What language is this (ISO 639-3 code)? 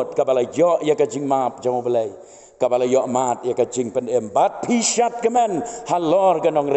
kha